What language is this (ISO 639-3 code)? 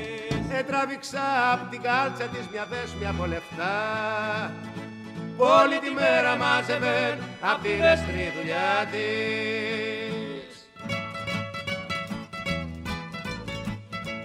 ell